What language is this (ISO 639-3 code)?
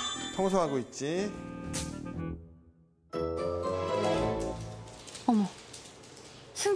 kor